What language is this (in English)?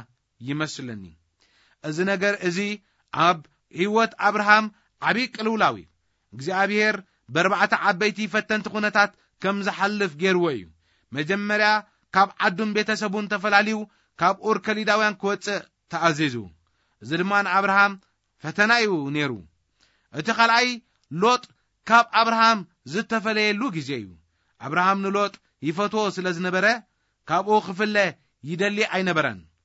Tigrinya